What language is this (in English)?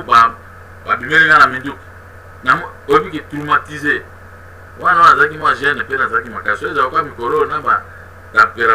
Lingala